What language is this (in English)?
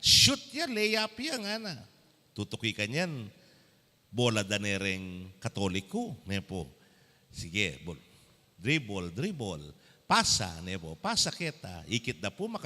Pampanga